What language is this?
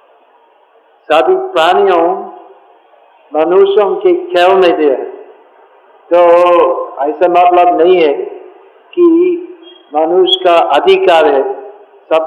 Hindi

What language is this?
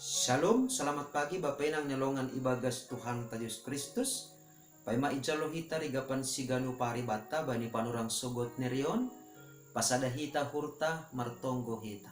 Batak Simalungun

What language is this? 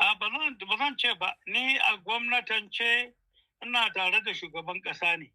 Hausa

